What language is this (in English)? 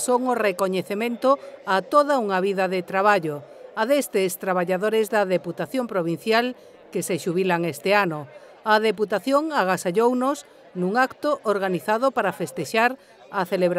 Galician